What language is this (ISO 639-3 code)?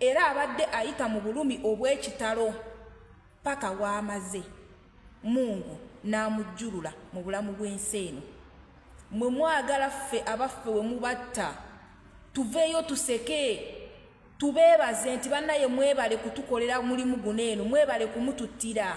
lug